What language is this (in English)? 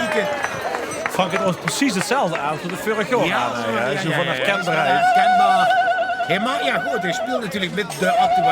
Limburgish